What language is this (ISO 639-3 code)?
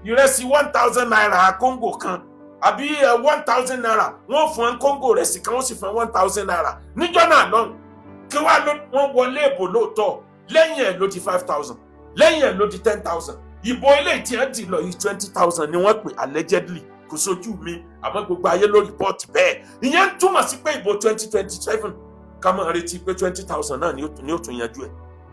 yor